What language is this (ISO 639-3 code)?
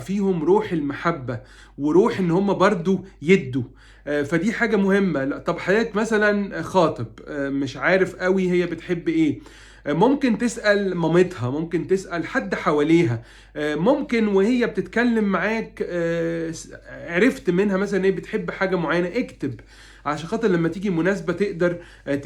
arz